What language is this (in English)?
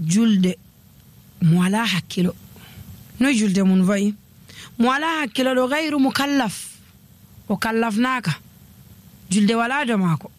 Nigerian Fulfulde